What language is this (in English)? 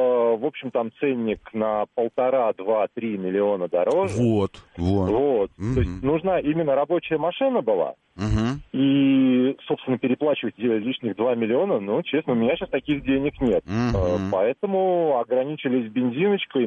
Russian